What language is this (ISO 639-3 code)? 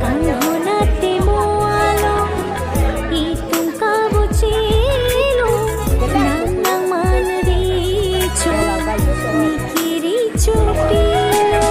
mjw